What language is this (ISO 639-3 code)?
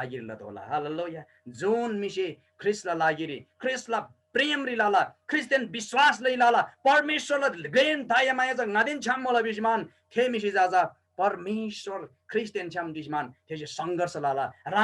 taj